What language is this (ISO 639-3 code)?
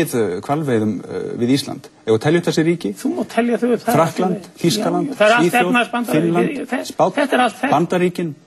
isl